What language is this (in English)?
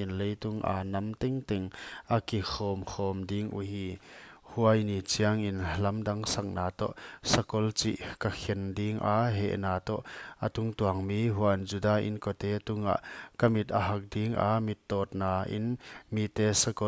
Paite Chin